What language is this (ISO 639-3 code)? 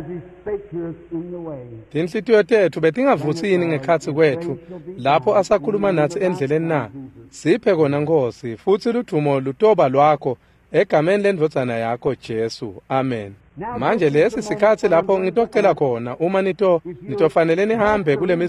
ssw